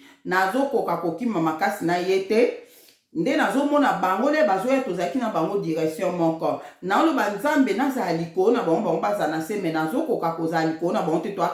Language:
Lingala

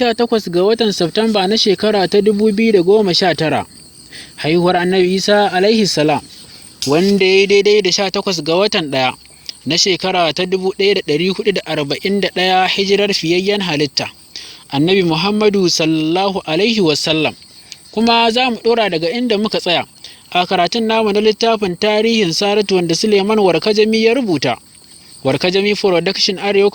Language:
Hausa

